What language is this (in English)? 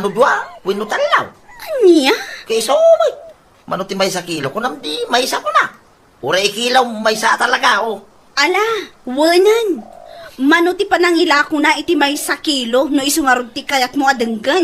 Iloko